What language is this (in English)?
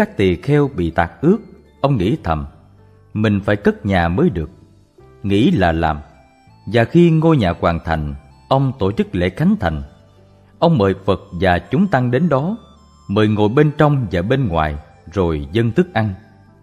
Vietnamese